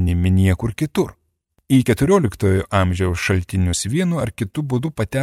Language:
Lithuanian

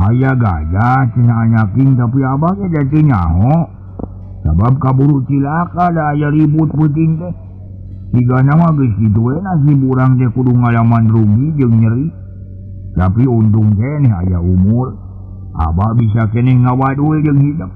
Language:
Sundanese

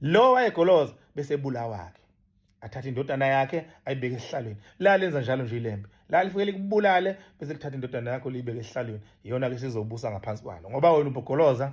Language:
Zulu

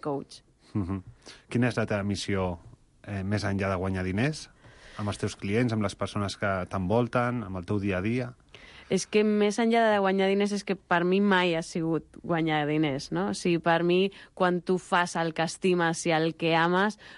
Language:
Catalan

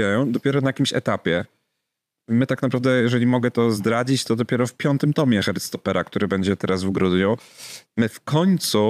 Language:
Polish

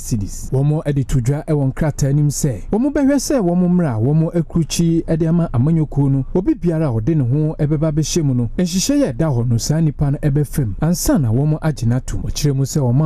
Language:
Akan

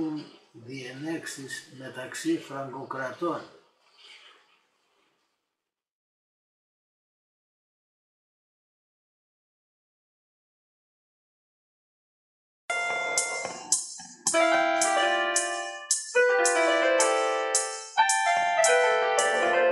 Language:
Greek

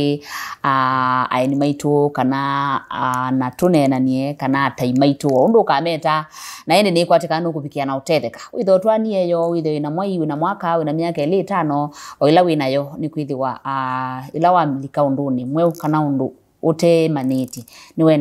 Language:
Kamba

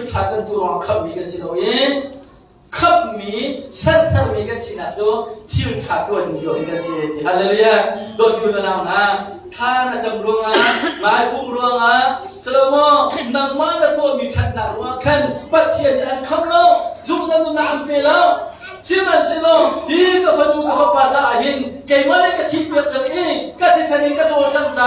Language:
Hakha Chin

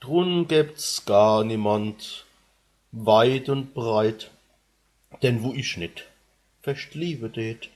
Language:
Palatine German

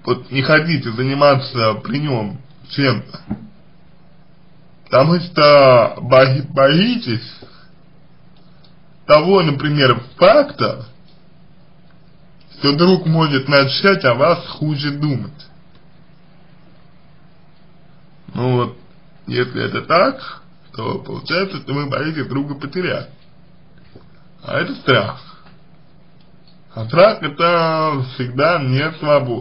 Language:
Russian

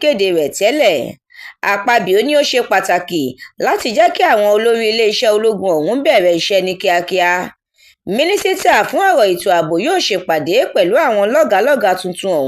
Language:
Yoruba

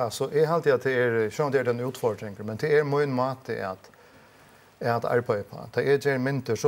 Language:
Faroese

